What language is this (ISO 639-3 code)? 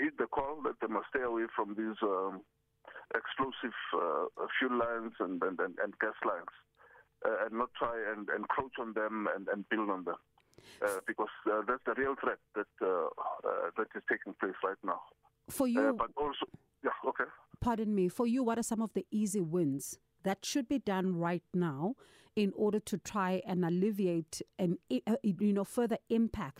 eng